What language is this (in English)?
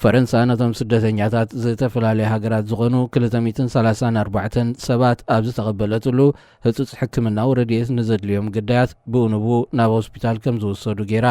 Tigrinya